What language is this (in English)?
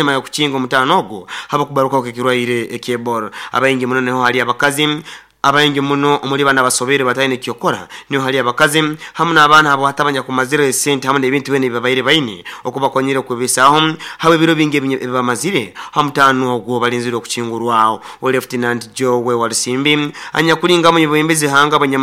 Nyoro